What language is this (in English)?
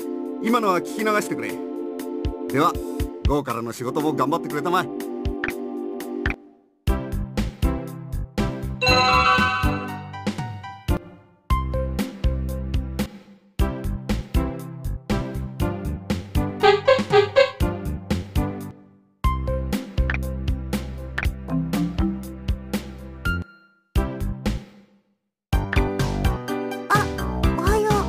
Japanese